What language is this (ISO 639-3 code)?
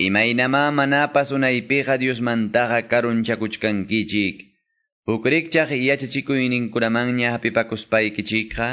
que